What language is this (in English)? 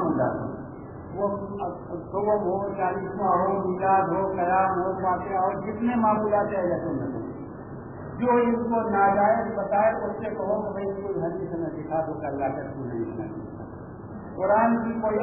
Urdu